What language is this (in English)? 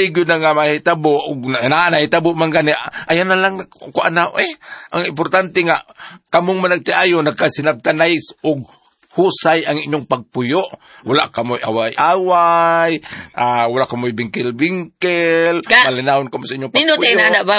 Cebuano